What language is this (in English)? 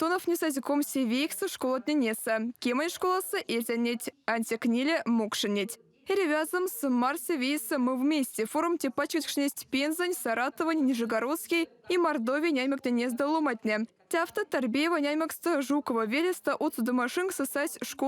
Erzya